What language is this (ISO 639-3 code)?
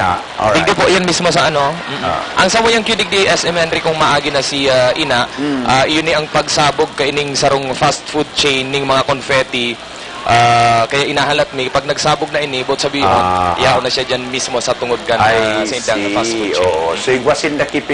bik